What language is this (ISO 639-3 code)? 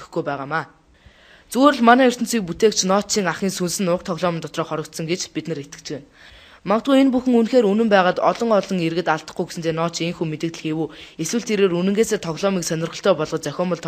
mon